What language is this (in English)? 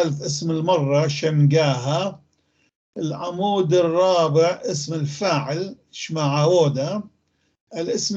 North Levantine Arabic